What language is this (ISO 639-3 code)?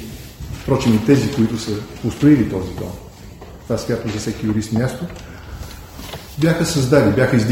bul